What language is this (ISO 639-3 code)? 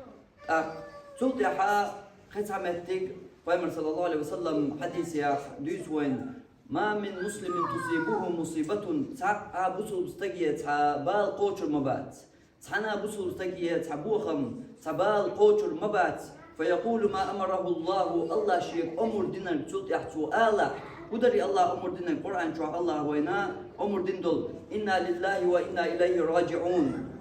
che